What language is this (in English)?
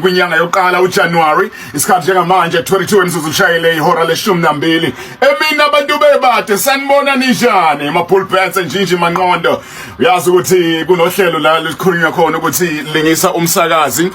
Zulu